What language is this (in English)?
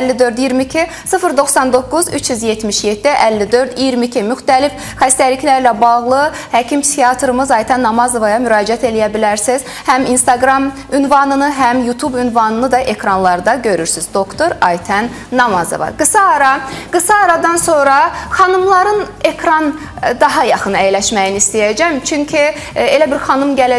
Azerbaijani